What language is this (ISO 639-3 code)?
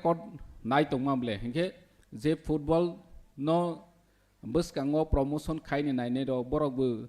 trp